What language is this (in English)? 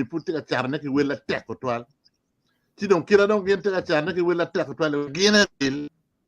Acoli